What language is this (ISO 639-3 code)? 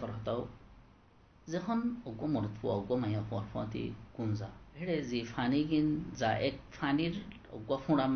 rhg